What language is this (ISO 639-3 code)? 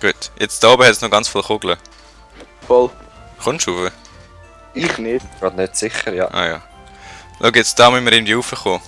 gsw